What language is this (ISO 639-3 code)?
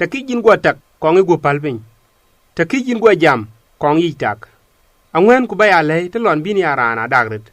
din